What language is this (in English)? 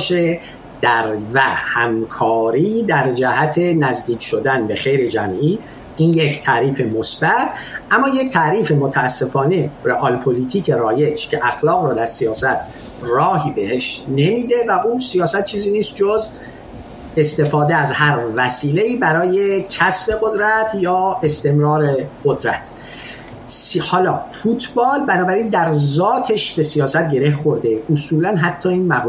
Persian